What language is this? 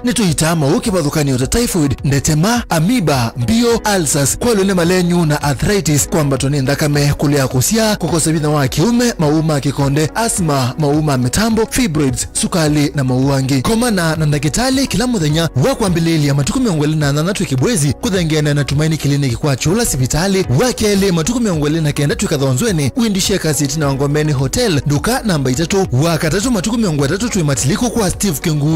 Kamba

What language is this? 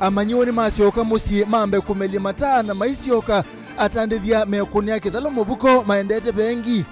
Kamba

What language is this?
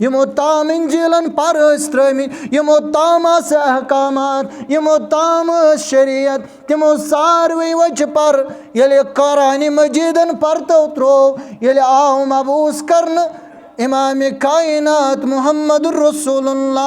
Kashmiri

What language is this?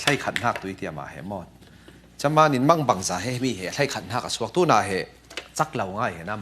Falam Chin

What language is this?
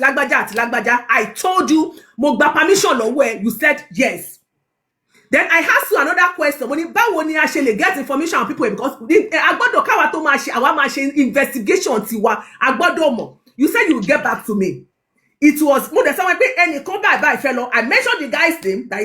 Yoruba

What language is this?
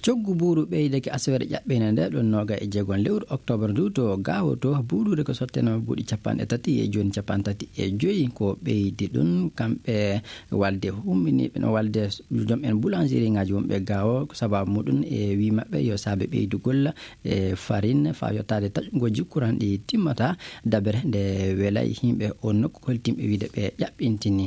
Maasina Fulfulde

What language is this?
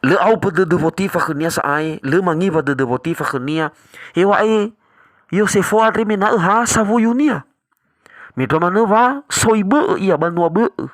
Nias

